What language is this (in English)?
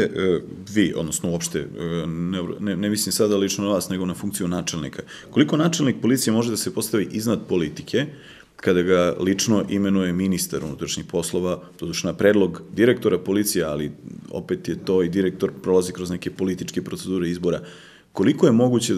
Serbian